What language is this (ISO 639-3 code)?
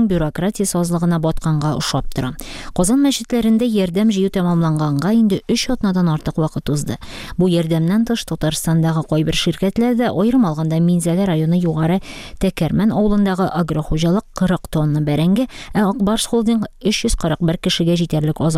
tat